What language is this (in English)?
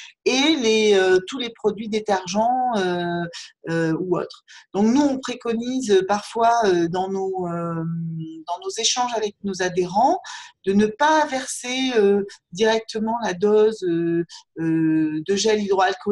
French